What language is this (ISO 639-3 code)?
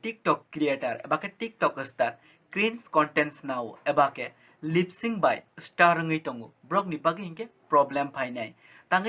trp